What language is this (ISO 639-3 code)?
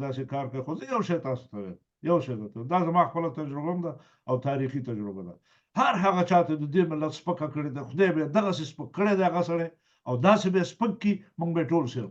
pus